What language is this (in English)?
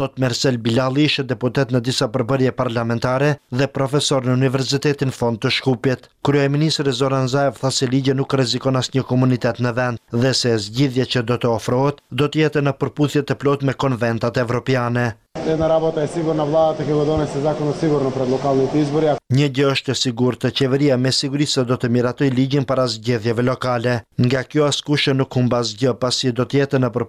Albanian